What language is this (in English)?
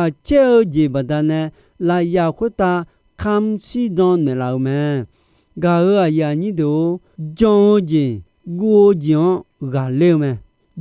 Akha